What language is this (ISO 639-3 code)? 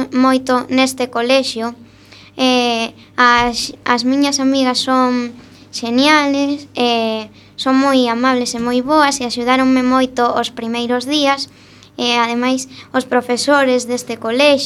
glg